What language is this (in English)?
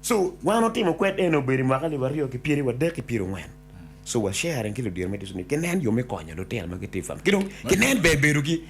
Acoli